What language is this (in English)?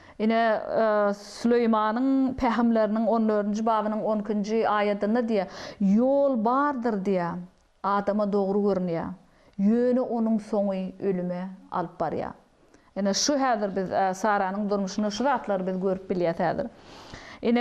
Turkmen